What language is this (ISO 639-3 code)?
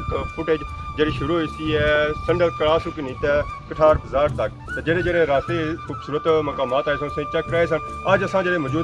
phr